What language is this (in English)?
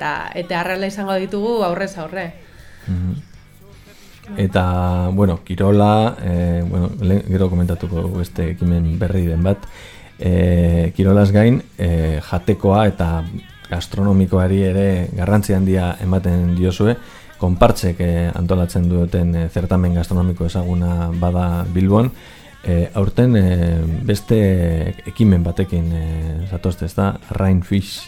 Basque